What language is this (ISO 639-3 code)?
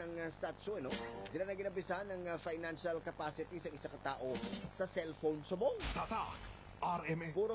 hil